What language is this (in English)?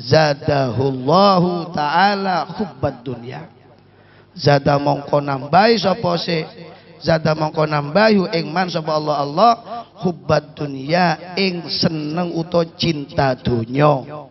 Madurese